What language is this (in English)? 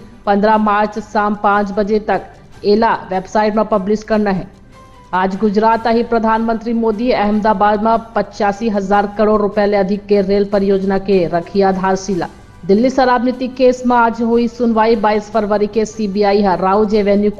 Chhattisgarhi